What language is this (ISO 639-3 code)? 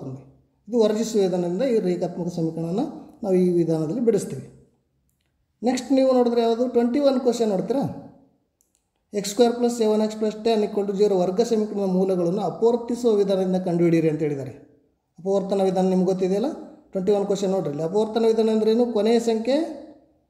kan